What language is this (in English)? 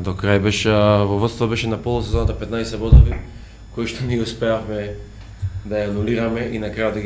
Macedonian